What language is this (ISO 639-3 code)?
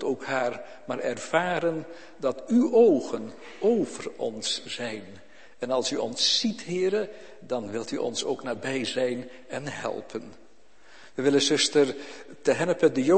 nld